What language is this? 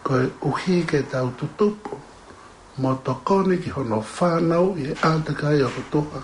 Tongan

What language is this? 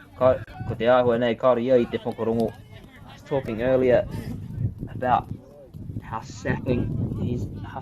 Māori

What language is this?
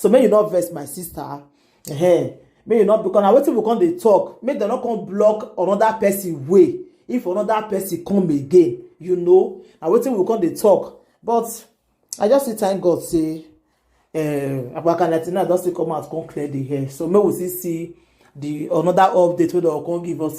Nigerian Pidgin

